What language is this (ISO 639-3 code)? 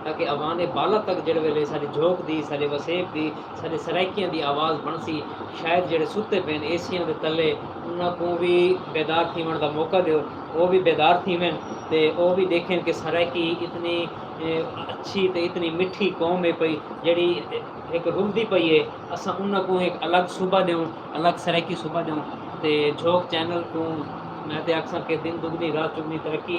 skr